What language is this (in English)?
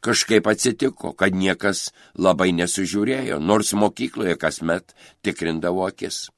Lithuanian